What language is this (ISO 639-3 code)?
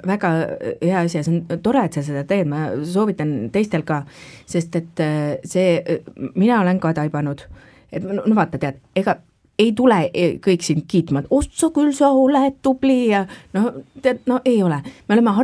est